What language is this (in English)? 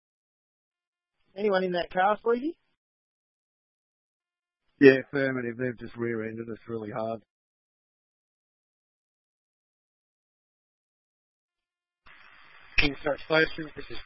English